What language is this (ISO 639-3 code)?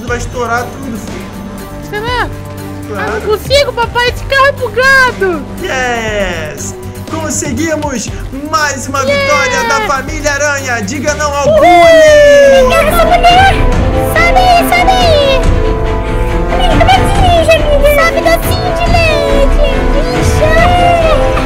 por